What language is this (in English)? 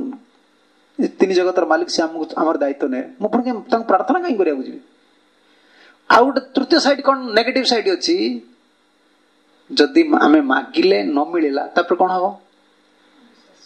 Odia